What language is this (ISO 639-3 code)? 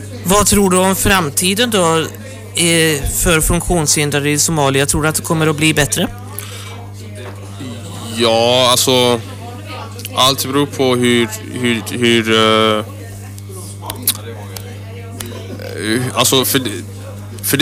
swe